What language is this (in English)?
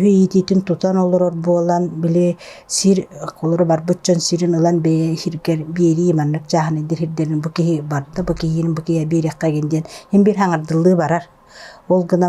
Yakut